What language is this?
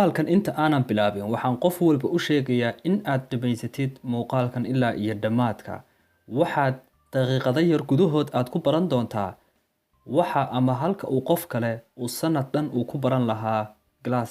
Somali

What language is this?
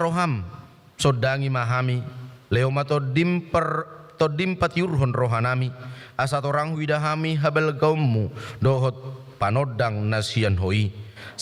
Batak Toba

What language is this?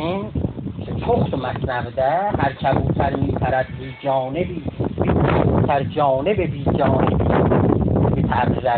South Azerbaijani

